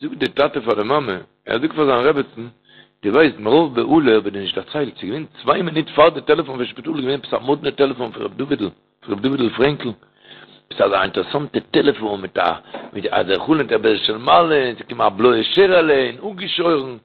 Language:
Yiddish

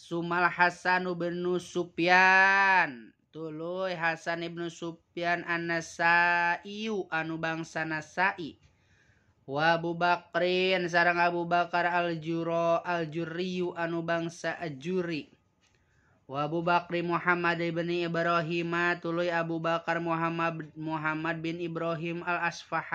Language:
Sundanese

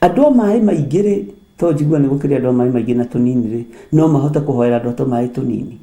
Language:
Kikuyu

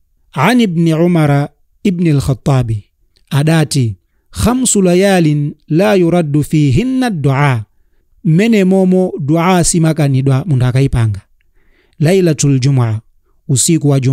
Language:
Nyanja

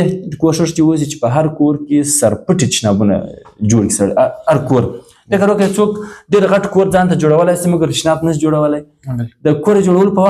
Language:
Pashto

